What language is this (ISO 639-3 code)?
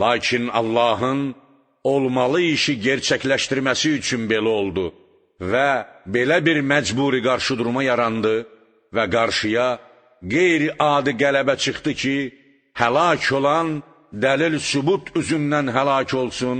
aze